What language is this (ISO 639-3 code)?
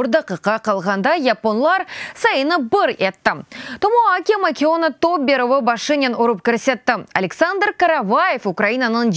crh